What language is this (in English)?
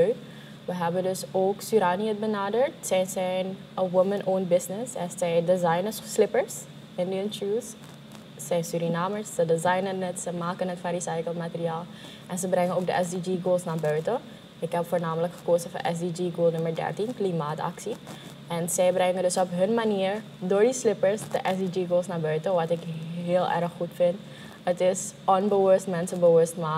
Dutch